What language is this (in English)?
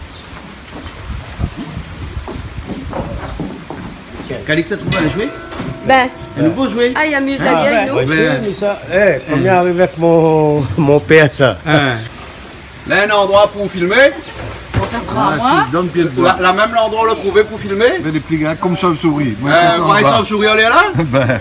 Réunion Creole French